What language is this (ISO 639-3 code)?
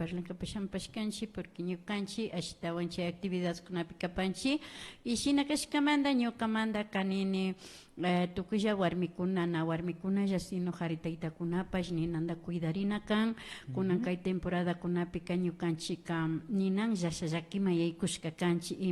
qvi